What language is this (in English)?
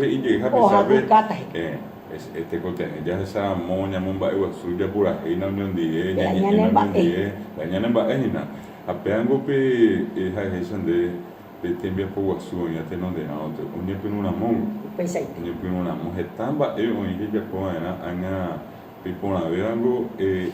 Guarani